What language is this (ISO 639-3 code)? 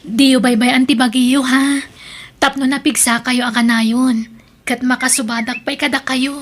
ilo